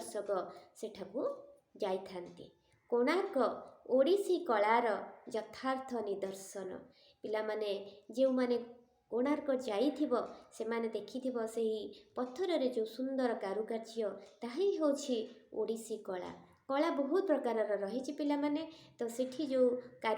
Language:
Odia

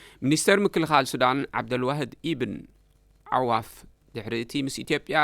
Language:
Tigrinya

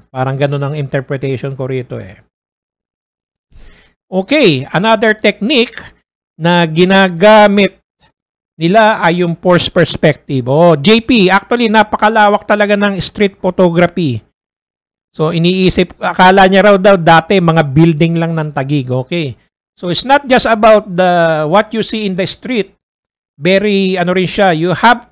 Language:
Filipino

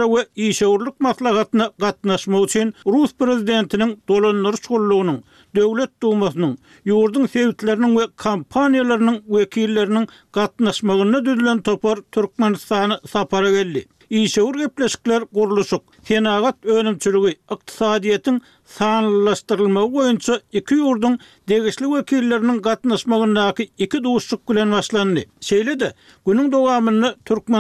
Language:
Turkmen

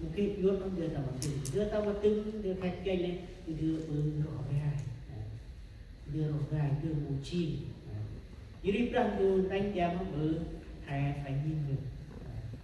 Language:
Central Mnong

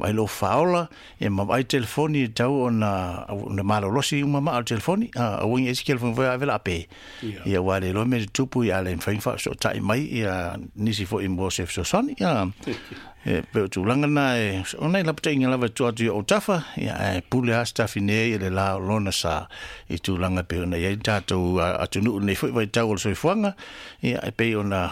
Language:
Samoan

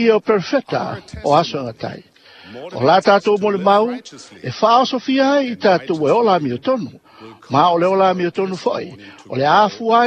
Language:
Samoan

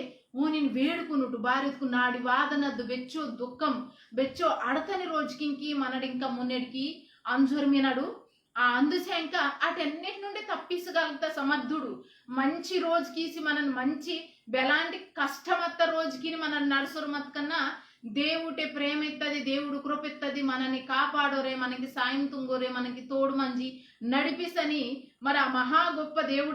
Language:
Koya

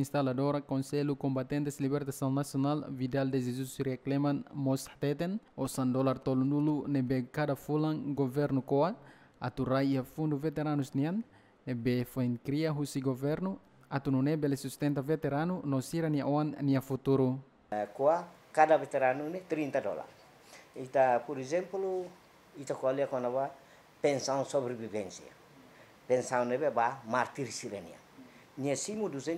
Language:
Tetum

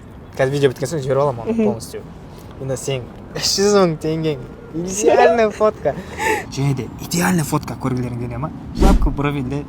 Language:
Kazakh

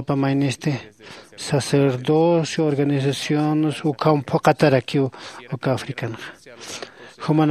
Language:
Aymara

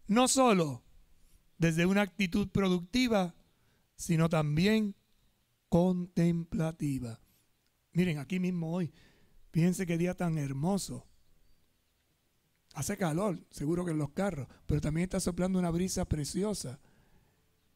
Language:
Spanish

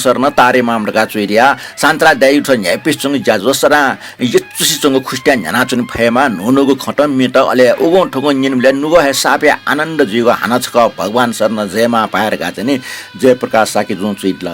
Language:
Newari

